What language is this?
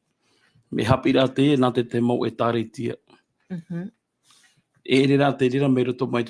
Tahitian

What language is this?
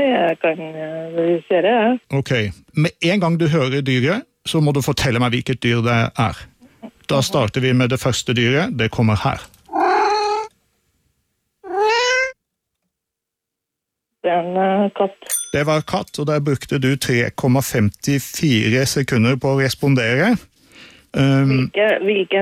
Norwegian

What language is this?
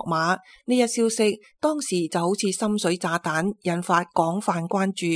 Cantonese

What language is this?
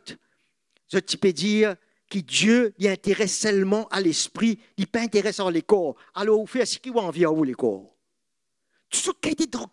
Morisyen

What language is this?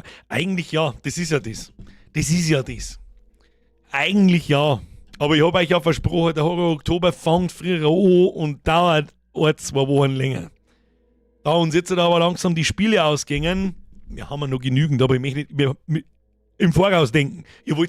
Bavarian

